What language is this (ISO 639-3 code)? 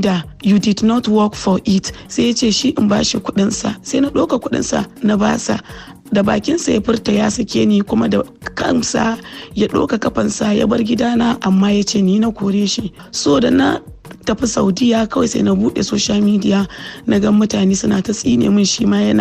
hau